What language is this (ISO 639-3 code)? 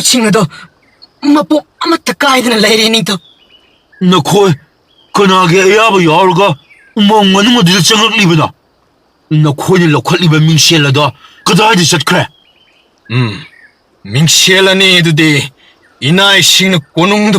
mni